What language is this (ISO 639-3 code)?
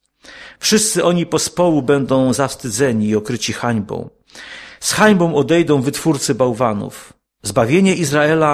pol